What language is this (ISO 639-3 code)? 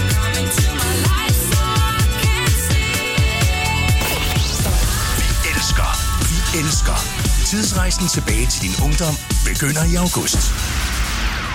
dan